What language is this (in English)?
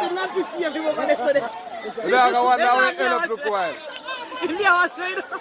Jamaican Creole English